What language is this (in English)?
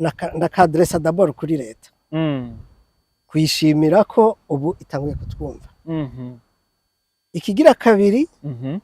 Rundi